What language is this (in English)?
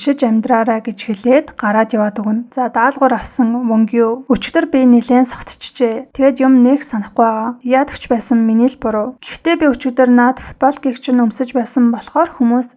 Mongolian